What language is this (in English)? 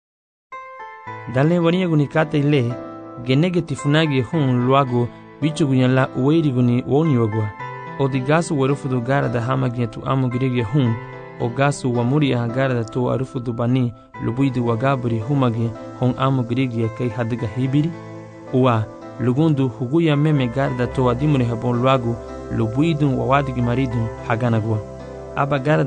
Garifuna